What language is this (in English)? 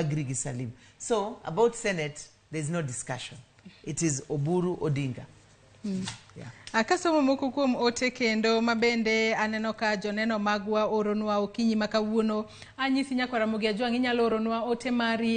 Luo (Kenya and Tanzania)